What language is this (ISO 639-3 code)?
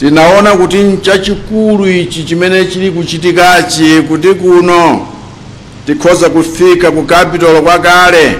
nya